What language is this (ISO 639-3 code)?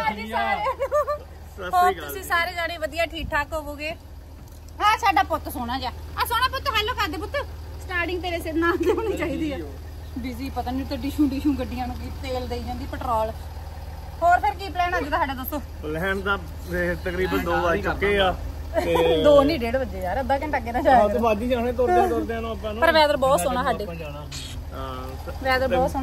pan